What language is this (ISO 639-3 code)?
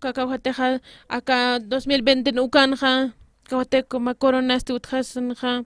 aym